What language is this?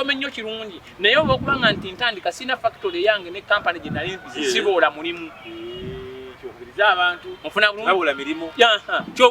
Ganda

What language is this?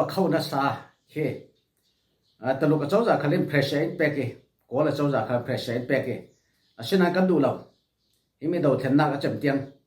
Falam Chin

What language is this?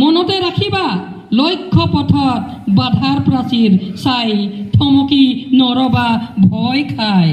Assamese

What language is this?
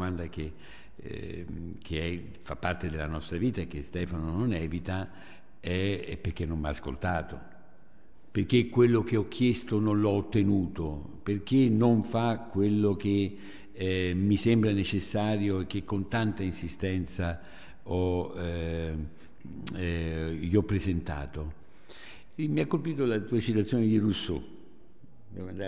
Italian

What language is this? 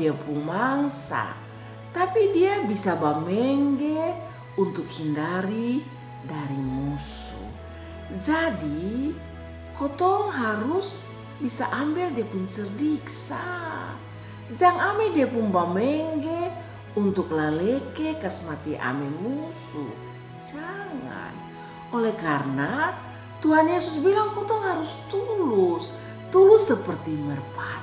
Kupang Malay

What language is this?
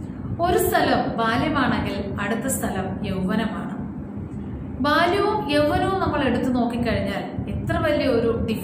Malayalam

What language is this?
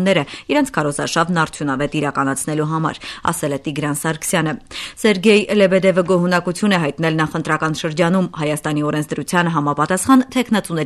Armenian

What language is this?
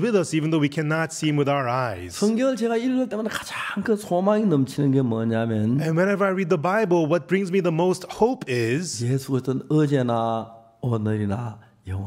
Korean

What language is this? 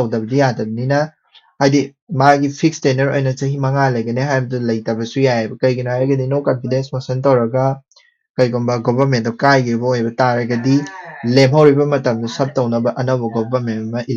Manipuri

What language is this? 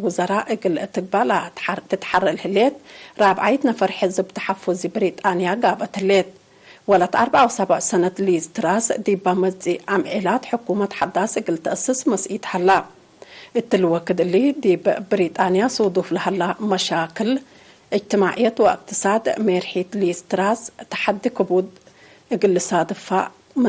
Tigre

